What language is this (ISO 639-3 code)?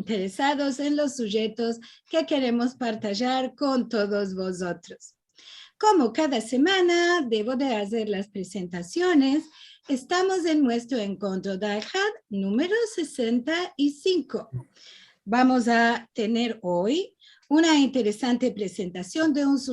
lad